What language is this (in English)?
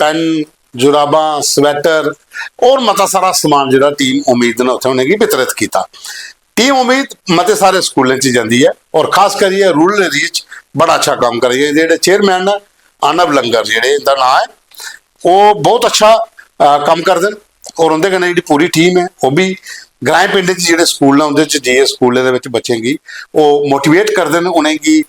Dogri